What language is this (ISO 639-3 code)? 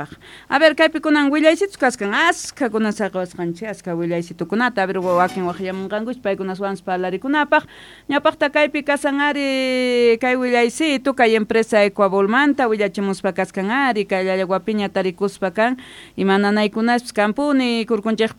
quh